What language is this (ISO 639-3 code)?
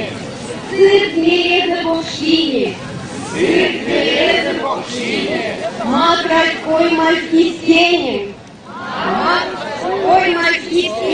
myv